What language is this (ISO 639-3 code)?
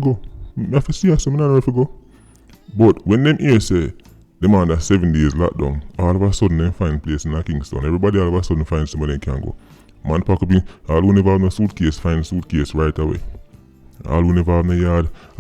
jam